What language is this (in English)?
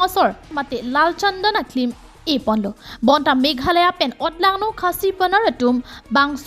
Karbi